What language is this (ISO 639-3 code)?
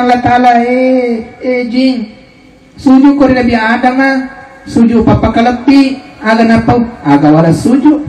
bug